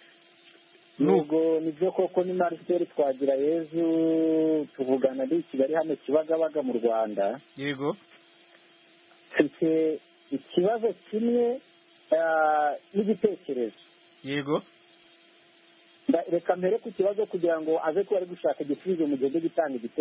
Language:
Kinyarwanda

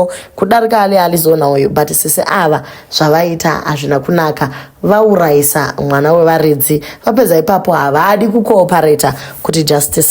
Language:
Shona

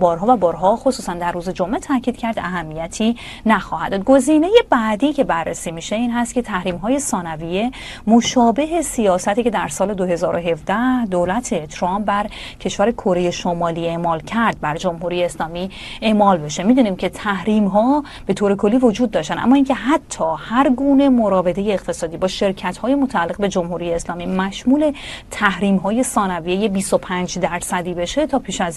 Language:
Persian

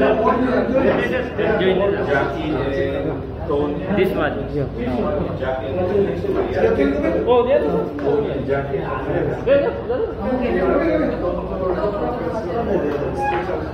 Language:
Korean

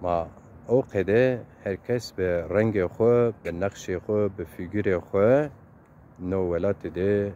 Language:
Zaza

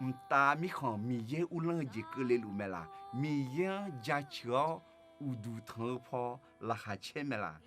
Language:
Akha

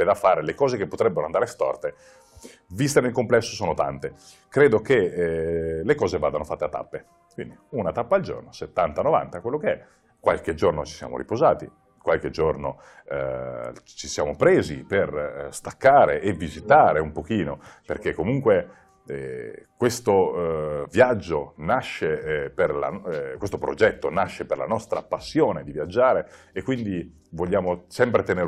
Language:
Italian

